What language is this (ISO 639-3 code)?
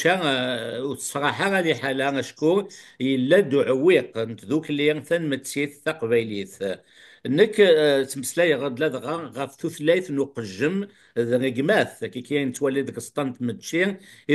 kab